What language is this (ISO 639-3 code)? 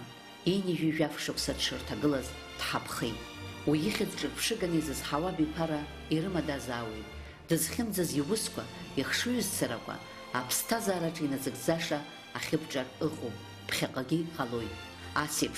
abk